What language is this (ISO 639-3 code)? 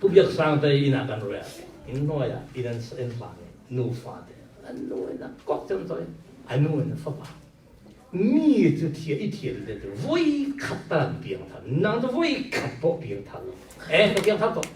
cfm